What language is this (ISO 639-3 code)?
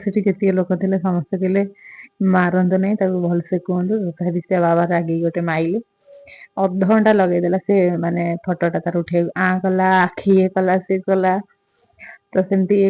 ori